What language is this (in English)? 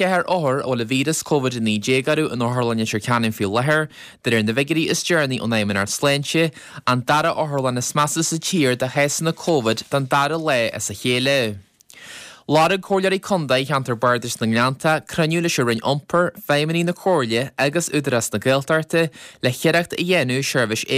Irish